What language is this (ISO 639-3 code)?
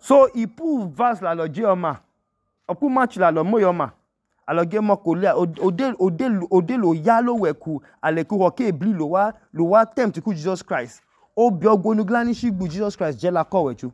idu